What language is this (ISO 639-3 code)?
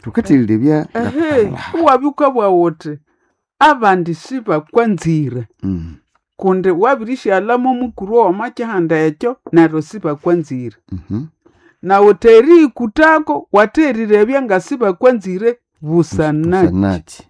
nnb